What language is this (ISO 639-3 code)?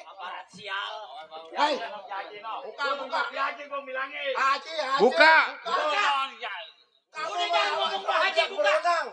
bew